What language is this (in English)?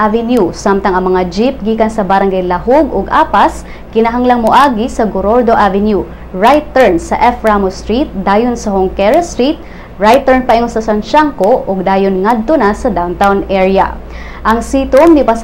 Cebuano